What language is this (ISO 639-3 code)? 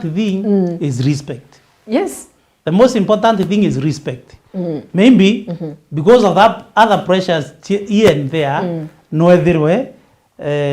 mer